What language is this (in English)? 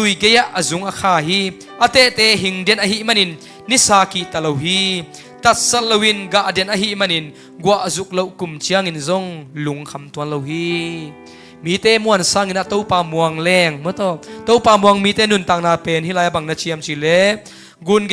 Tedim Chin